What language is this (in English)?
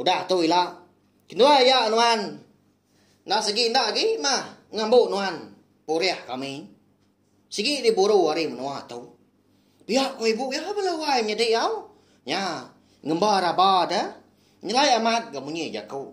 Iban